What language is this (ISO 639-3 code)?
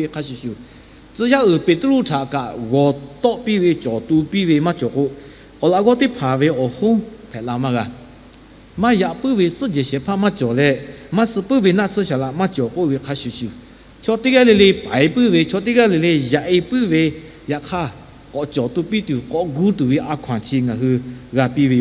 lhu